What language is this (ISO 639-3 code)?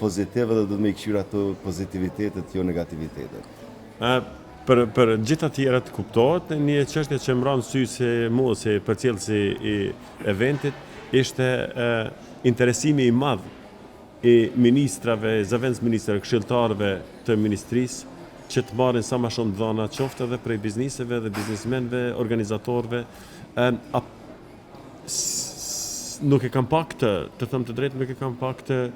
sqi